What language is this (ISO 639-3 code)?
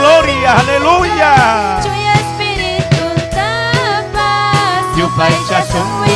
quy